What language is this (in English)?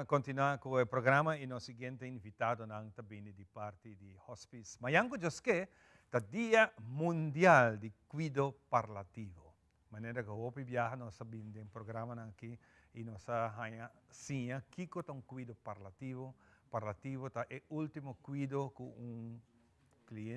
Papiamento